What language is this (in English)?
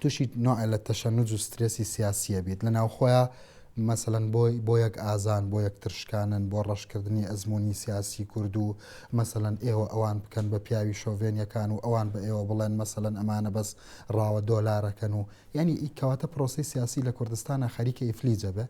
Central Kurdish